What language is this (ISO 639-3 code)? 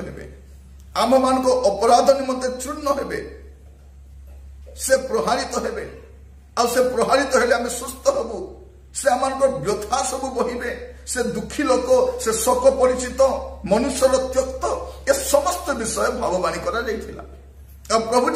ori